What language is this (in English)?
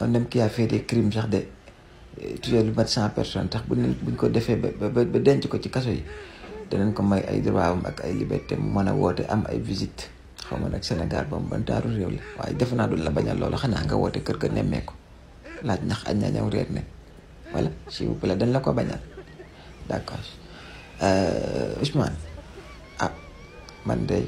Wolof